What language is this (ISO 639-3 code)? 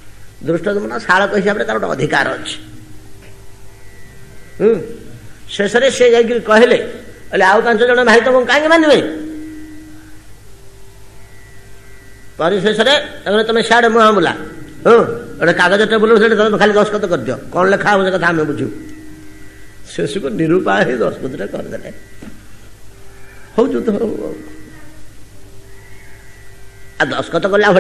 ori